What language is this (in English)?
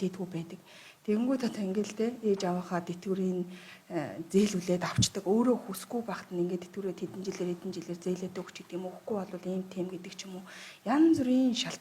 Mongolian